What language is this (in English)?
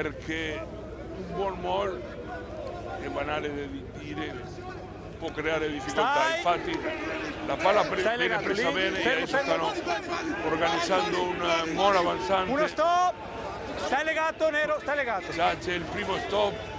Italian